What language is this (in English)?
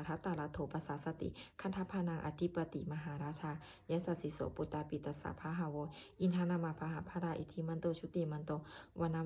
Pali